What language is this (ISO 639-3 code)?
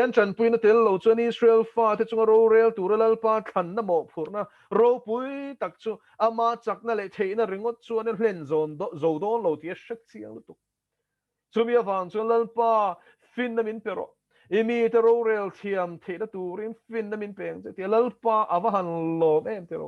lus